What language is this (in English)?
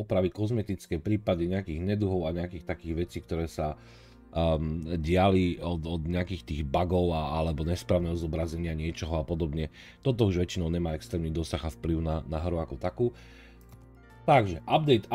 Slovak